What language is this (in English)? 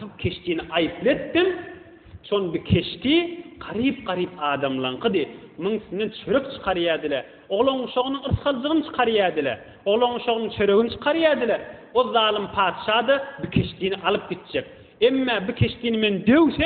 Turkmen